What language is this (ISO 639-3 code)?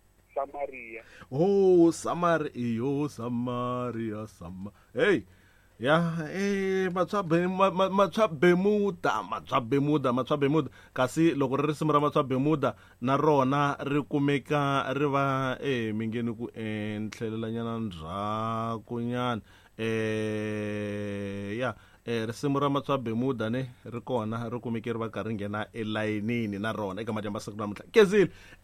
tso